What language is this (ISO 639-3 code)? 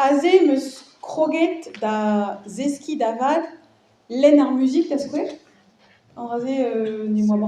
bre